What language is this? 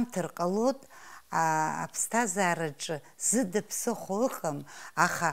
Abkhazian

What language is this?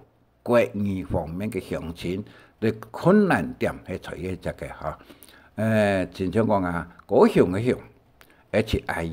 Hakka Chinese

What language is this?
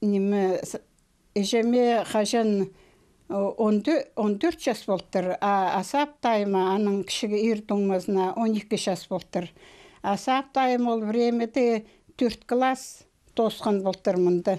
Khakas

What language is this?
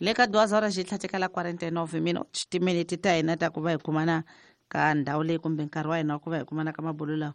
Tsonga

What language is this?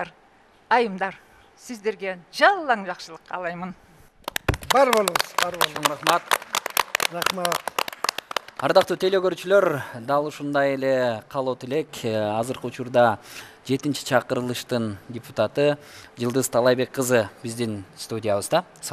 Kyrgyz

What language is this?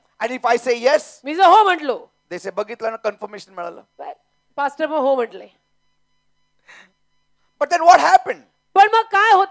Marathi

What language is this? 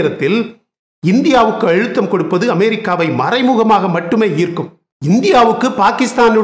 Tamil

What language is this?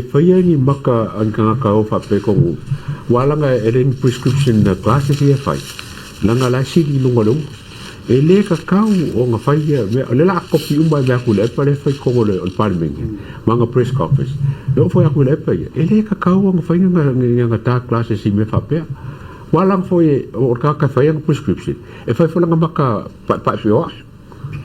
Samoan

